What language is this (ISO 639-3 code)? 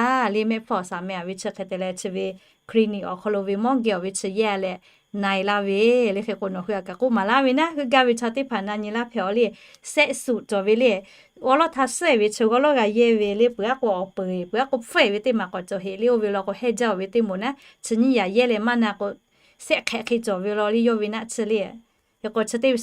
lhu